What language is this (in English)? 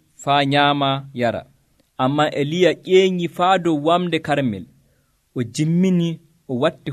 Nigerian Fulfulde